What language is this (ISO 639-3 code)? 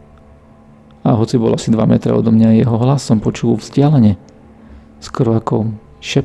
slk